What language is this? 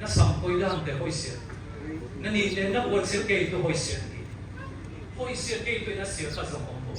Siyin Chin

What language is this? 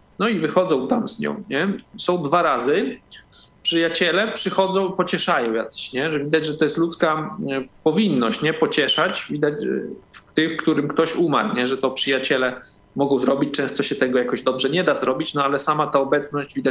Polish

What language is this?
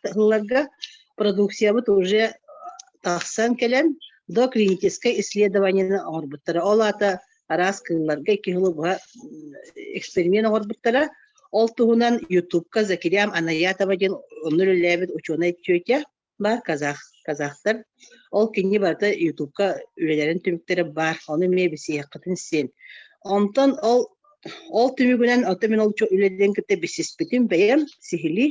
Yakut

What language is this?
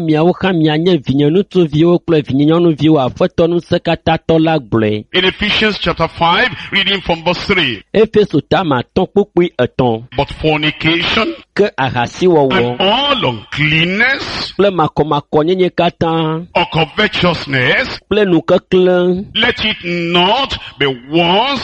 Ewe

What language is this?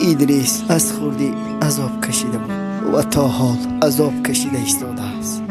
Tajik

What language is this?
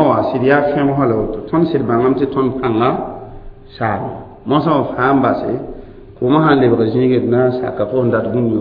Mossi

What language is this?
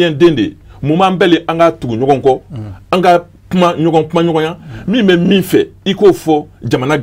Bambara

